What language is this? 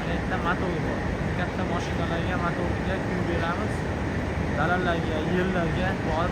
Uzbek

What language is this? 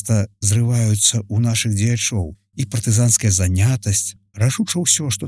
Belarusian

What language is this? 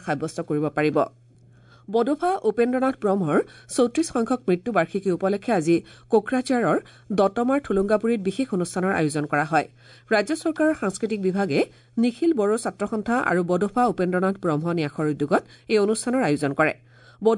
Assamese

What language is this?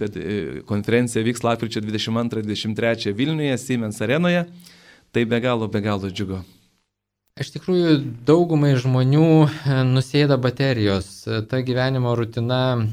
Lithuanian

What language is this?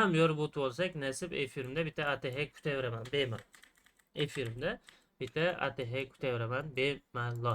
Uzbek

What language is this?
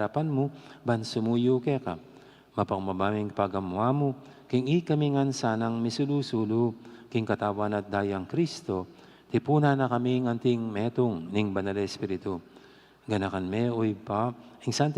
Pampanga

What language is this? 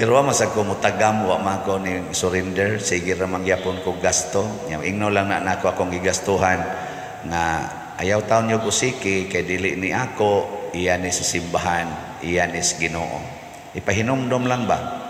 Cebuano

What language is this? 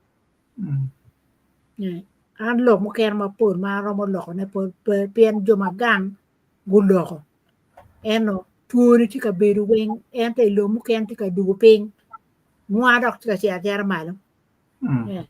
Acoli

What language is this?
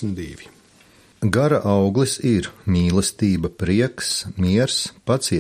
Latvian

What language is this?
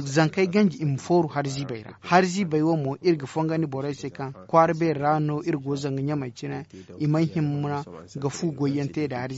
Zarma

